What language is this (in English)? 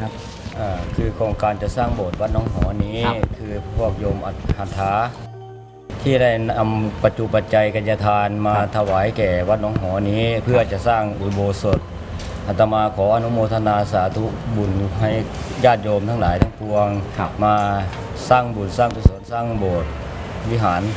Thai